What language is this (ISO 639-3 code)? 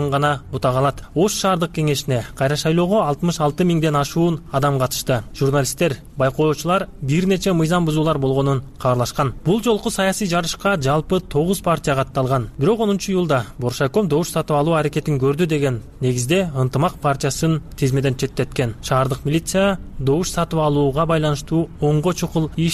kir